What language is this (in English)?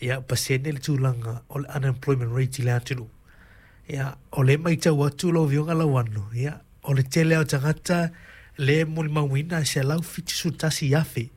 Samoan